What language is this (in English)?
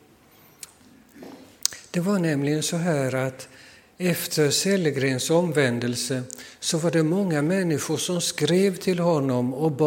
Swedish